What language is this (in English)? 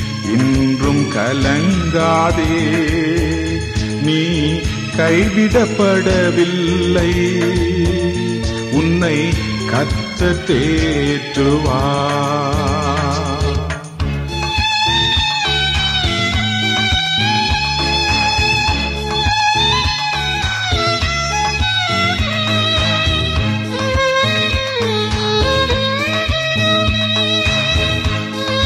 Tamil